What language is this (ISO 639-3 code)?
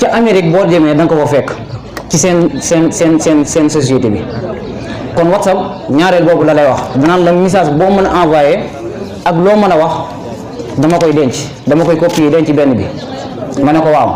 wol